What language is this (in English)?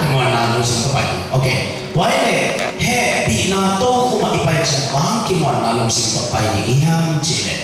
Tedim Chin